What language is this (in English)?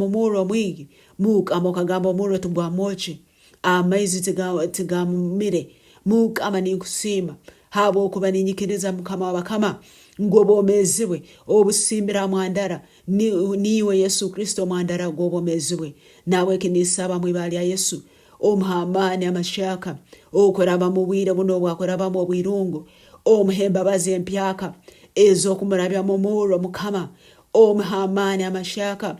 Nyankole